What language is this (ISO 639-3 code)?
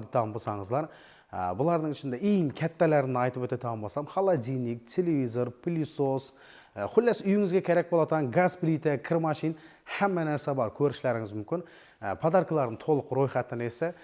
uzb